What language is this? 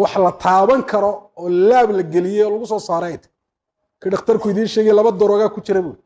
Somali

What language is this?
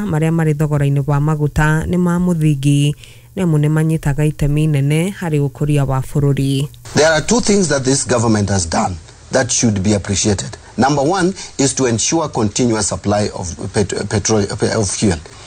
Kikuyu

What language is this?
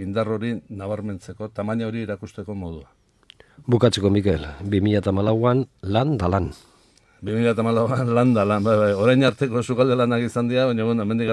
Basque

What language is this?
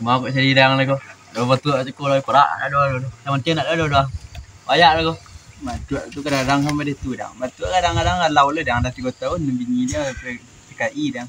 Minangkabau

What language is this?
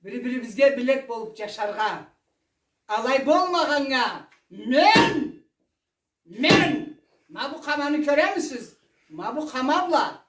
Karachay-Balkar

